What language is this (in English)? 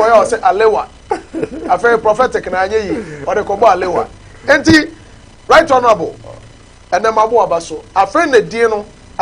Akan